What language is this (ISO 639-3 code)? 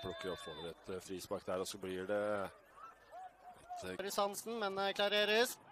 nor